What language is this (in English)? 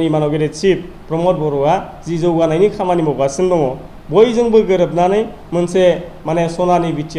Bodo